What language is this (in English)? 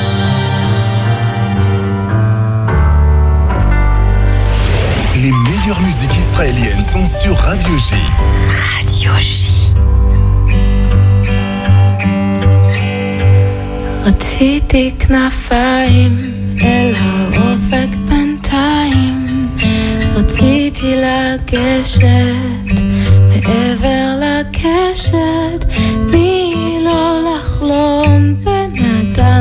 Hebrew